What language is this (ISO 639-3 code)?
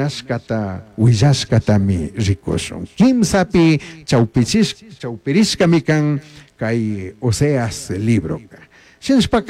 qug